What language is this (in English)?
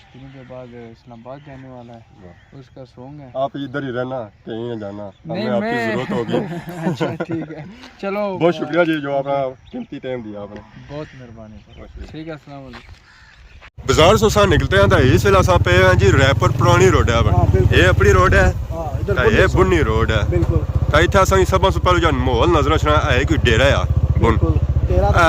Pahari-Potwari